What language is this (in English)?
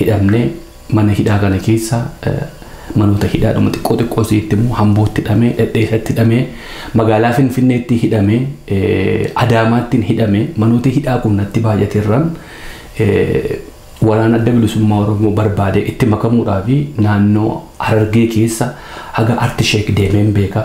Oromo